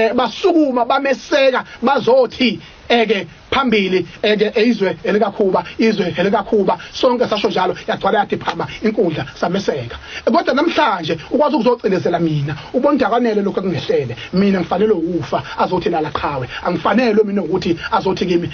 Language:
Zulu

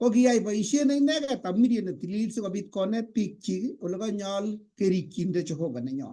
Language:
Kalenjin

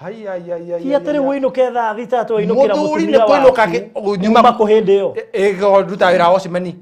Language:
Kikuyu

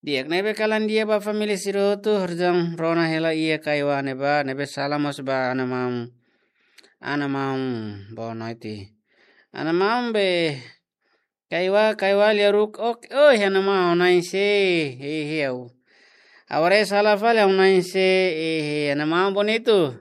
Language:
Tetum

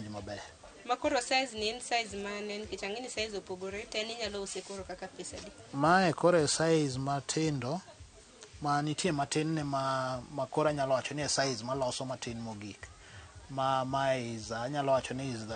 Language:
Luo (Kenya and Tanzania)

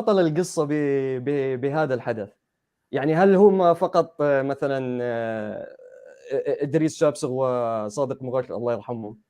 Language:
North Levantine Arabic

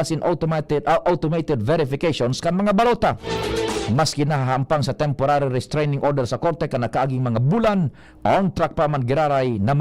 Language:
Bikol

